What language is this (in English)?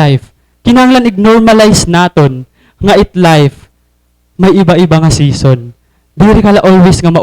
Waray